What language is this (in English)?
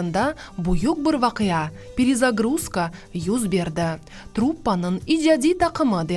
Crimean Tatar